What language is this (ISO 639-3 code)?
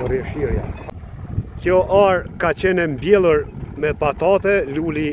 sqi